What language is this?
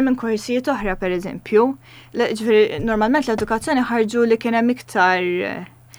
Maltese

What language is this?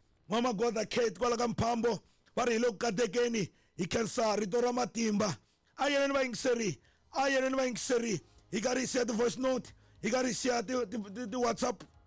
Tsonga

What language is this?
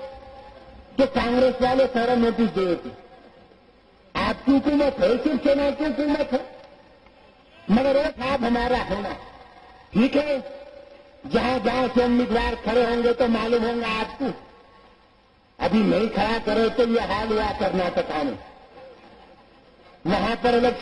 Urdu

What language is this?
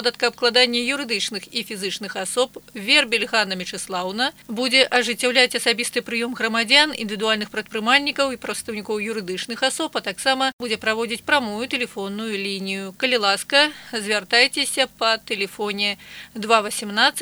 Belarusian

